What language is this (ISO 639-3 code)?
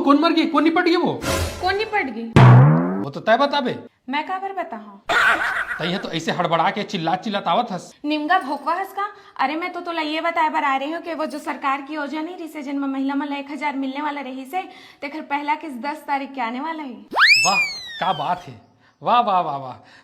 hne